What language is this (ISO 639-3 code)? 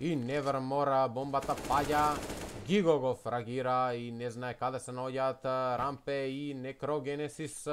mkd